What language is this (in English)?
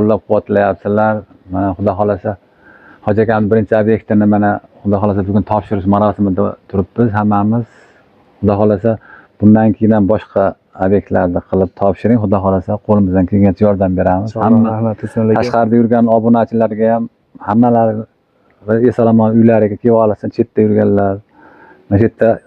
Uzbek